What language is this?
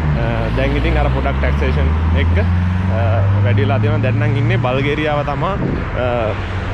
Sinhala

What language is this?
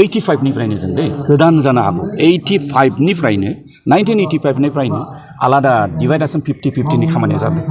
Bodo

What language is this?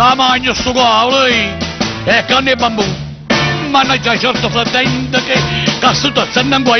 Neapolitan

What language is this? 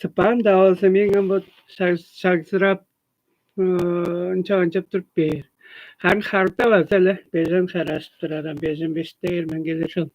Tuvinian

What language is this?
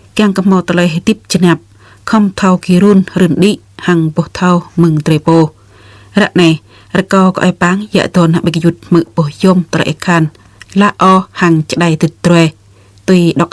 Jarai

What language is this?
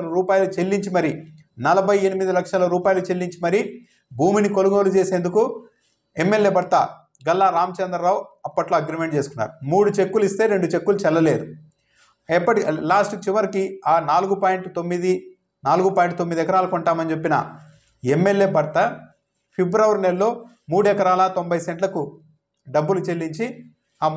Telugu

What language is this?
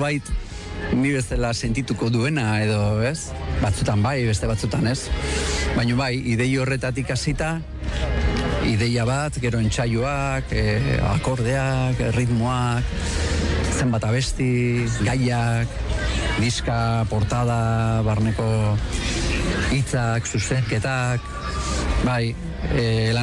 Basque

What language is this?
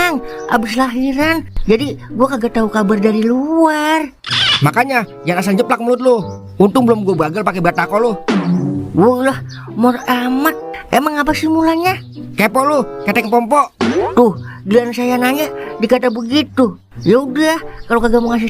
Betawi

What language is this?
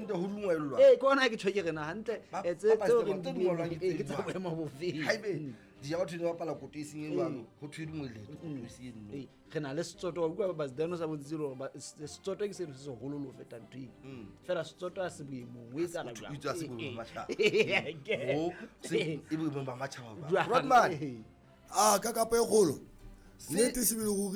Southern Sotho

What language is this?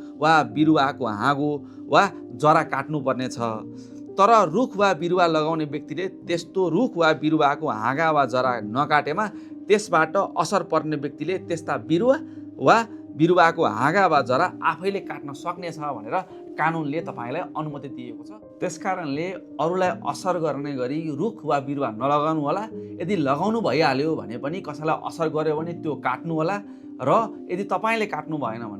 Nepali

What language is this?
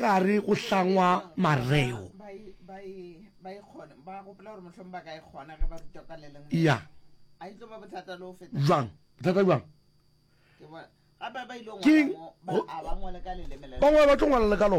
Northern Sotho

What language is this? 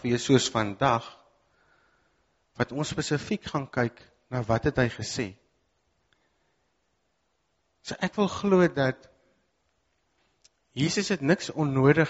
Afrikaans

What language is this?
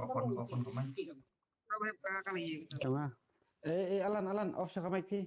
Khasi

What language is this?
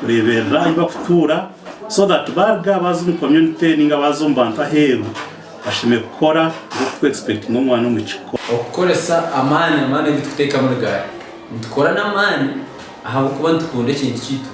Nyankole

